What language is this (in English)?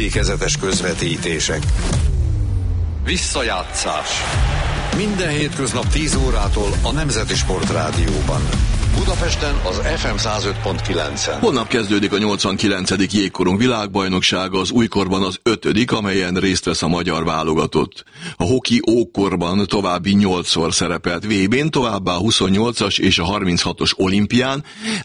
Hungarian